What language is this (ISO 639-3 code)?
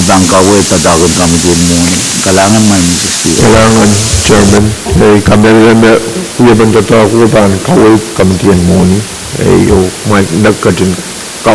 pon